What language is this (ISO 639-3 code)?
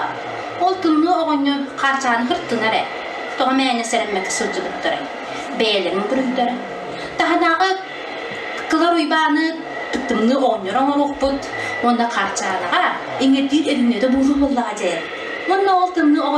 sah